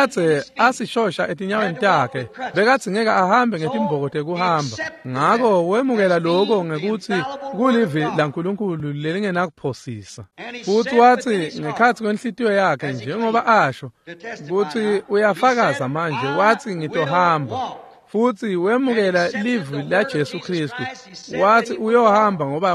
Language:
Swati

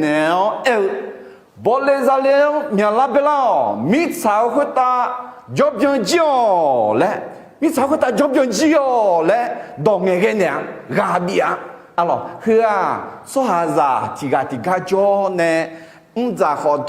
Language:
Akha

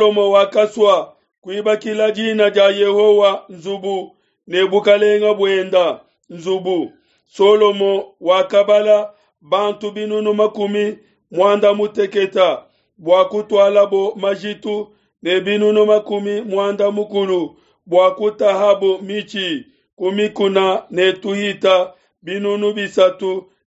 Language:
Luba-Lulua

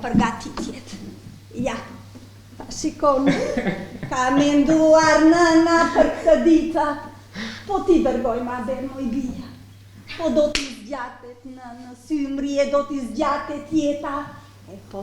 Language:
Albanian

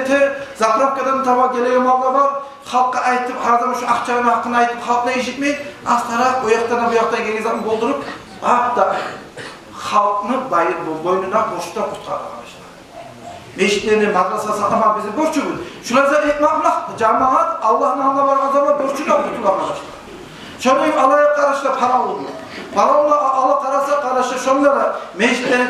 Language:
Kumyk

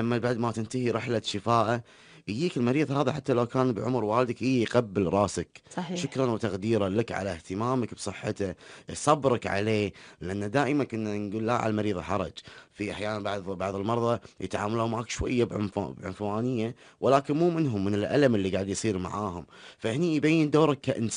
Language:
Gulf Arabic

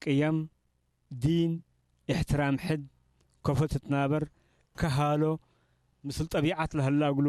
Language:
Tigre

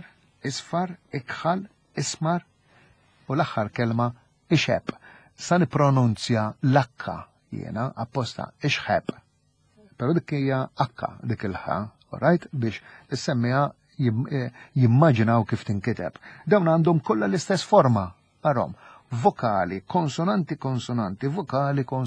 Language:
Maltese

